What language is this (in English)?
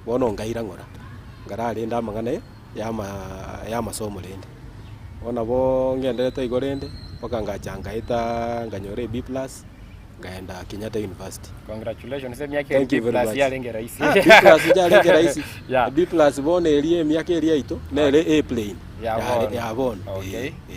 Gusii